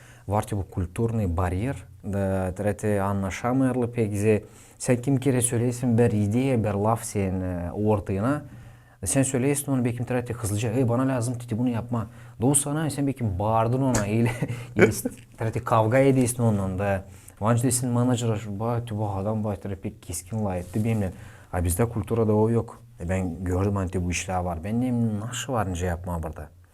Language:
Gagauz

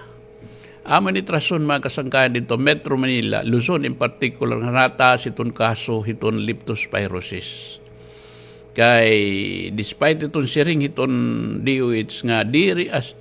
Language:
Waray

